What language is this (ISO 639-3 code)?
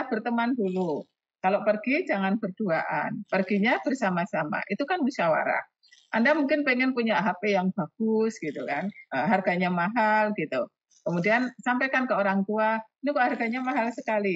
ind